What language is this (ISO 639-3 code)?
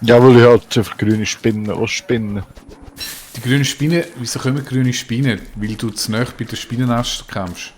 gsw